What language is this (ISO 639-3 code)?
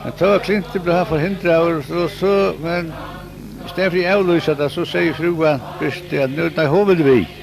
fao